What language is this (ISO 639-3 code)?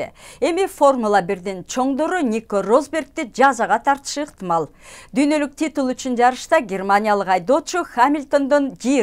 kir